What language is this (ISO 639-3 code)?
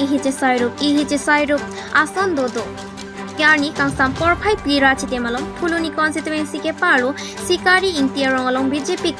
mjw